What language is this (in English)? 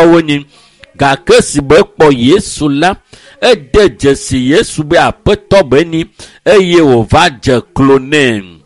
Ewe